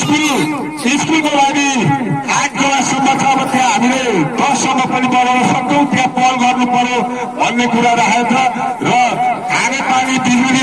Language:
Nepali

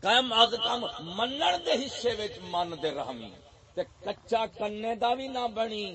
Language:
Saraiki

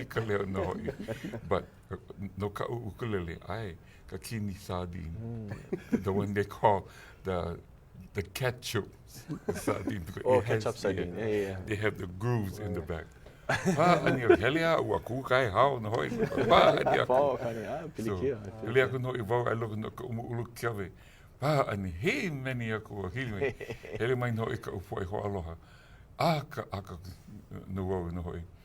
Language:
Hawaiian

